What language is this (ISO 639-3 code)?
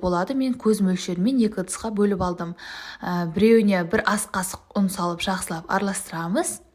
kaz